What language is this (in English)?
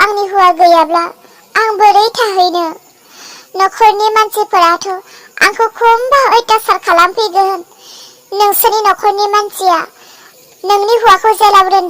Bodo